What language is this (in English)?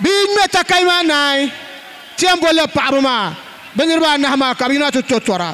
Dagbani